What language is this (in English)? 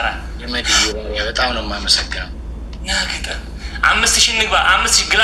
Amharic